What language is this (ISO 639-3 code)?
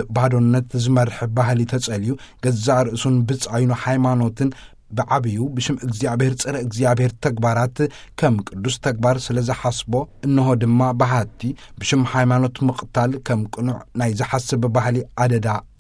tir